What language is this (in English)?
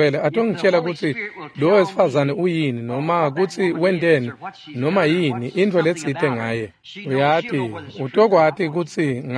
Swati